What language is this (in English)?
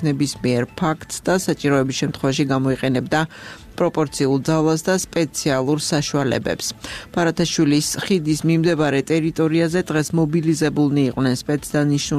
Georgian